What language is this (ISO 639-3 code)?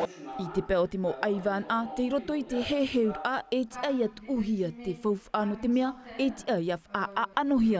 tah